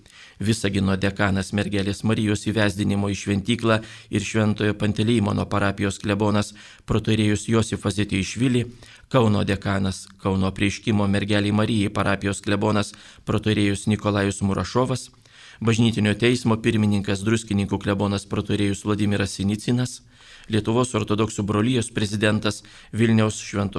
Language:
Lithuanian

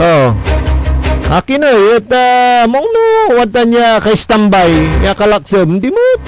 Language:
Pangasinan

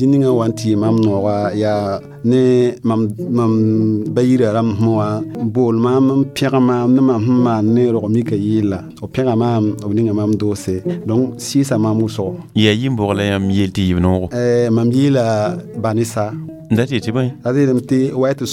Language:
Mossi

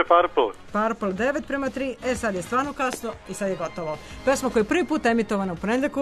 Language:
Serbian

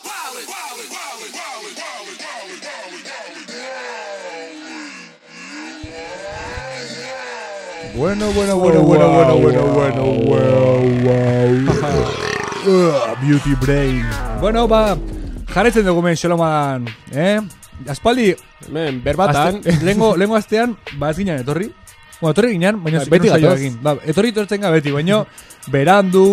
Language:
Basque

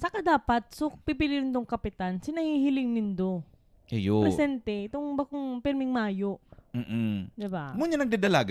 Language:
Bikol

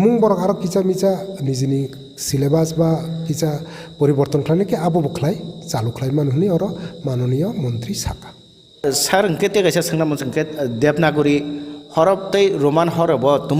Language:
Kok Borok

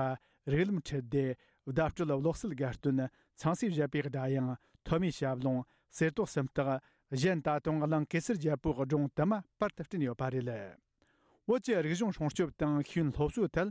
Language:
Tibetan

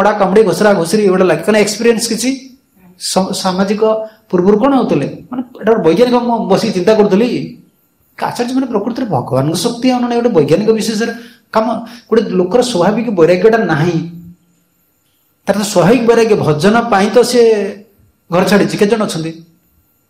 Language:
Odia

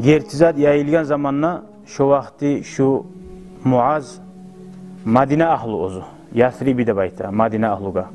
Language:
Kumyk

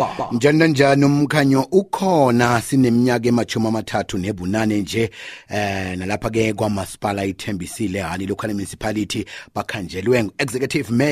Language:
South Ndebele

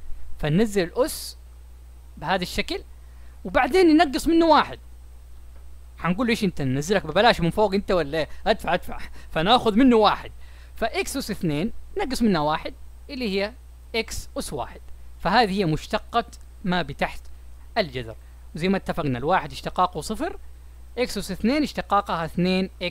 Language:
Arabic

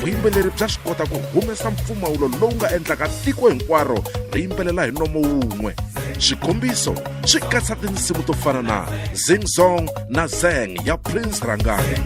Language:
Tsonga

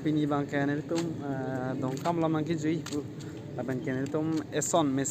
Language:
Karbi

